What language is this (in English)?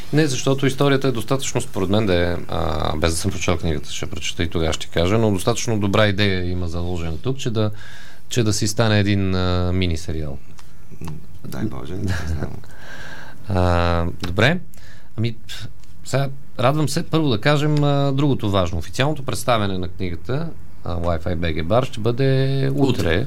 Bulgarian